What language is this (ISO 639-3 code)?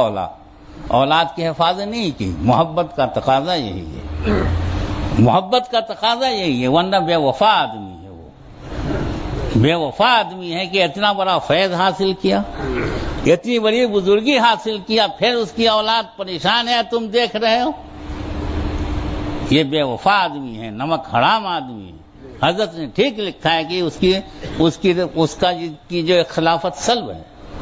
urd